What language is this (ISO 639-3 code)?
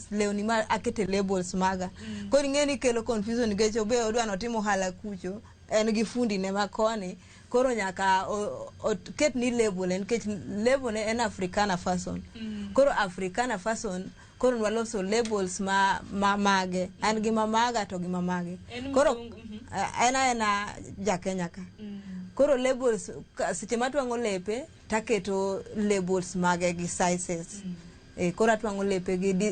luo